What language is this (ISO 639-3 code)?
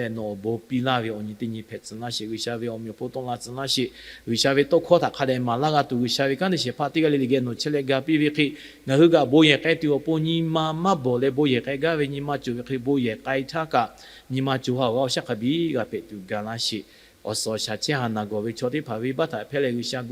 lhu